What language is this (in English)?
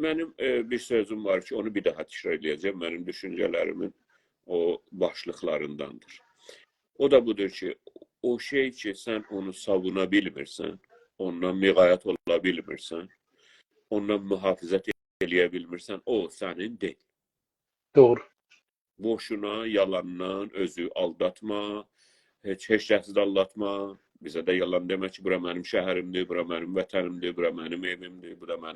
South Azerbaijani